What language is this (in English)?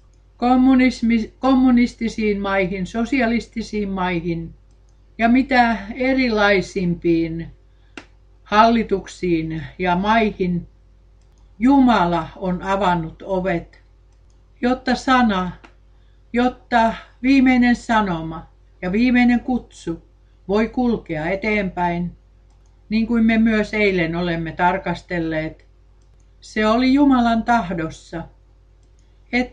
Finnish